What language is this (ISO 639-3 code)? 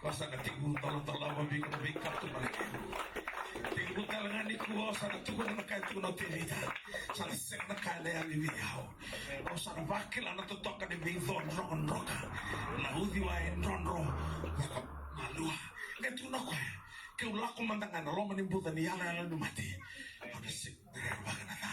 fij